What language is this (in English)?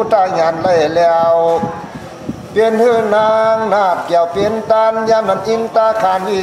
Shan